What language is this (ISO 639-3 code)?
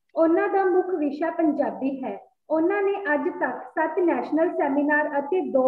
pan